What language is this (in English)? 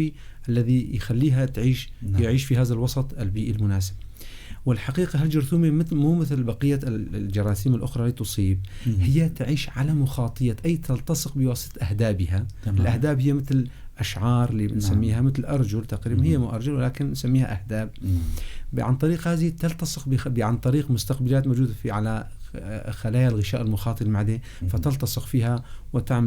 North Levantine Arabic